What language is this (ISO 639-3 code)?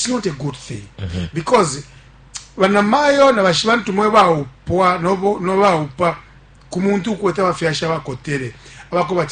bem